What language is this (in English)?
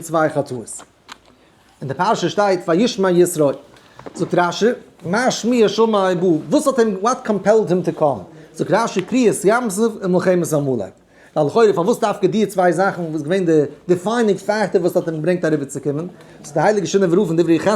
Yiddish